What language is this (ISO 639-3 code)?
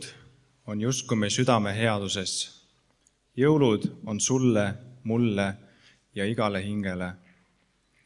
est